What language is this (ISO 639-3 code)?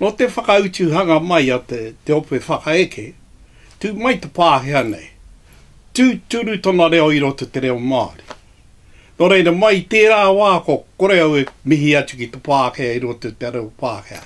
mri